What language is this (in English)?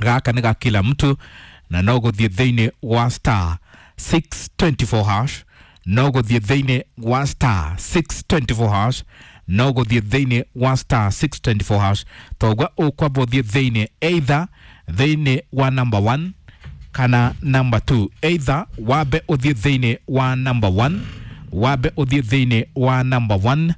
Kikuyu